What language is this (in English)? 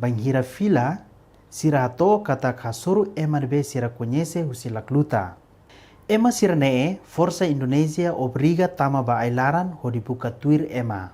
Tetum